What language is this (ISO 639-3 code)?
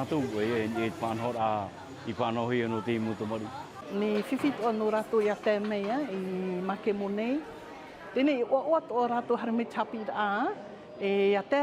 tah